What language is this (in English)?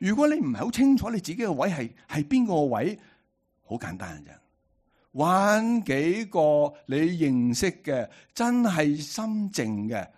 Cantonese